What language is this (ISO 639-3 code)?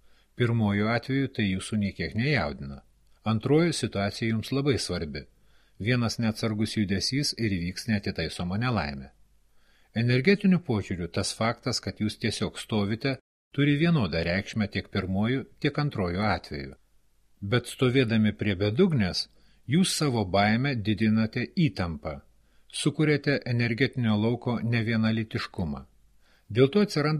lit